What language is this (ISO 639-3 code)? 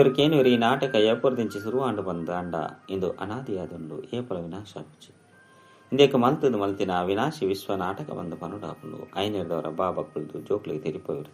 tcy